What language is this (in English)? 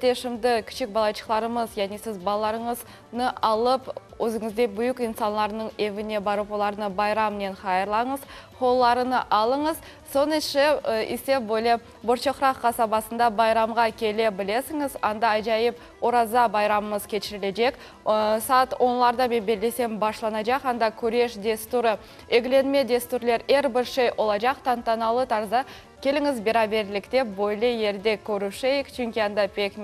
Crimean Tatar